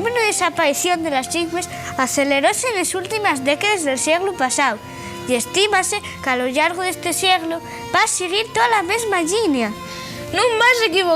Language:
Asturian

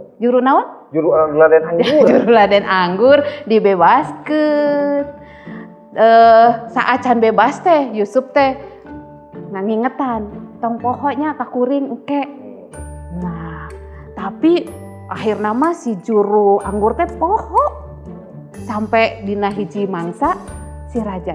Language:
Sundanese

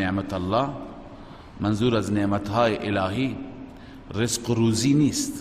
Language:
Persian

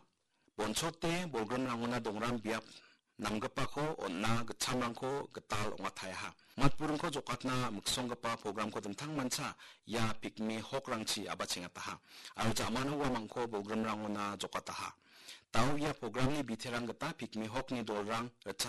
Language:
Garo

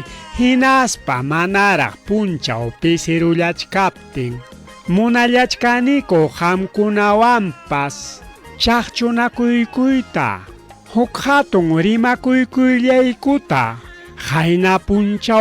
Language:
Ayacucho Quechua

